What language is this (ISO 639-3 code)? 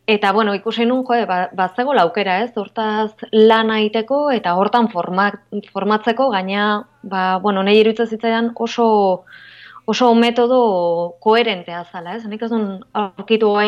eus